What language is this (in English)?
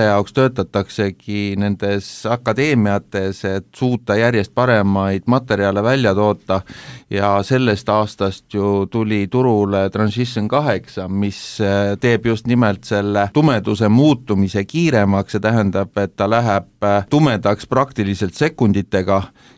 Estonian